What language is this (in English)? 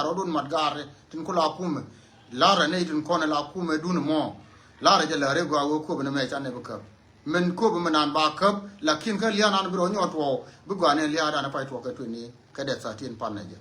Nuer